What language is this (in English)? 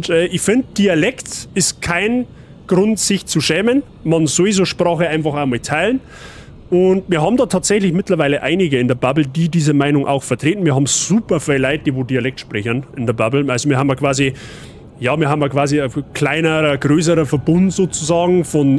Bavarian